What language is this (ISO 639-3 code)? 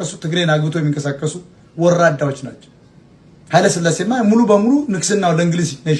amh